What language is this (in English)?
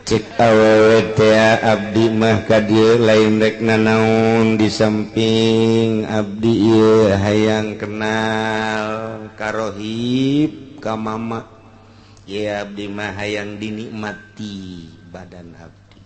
Sundanese